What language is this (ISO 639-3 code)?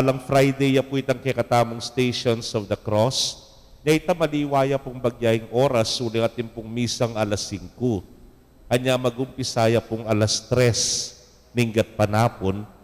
pam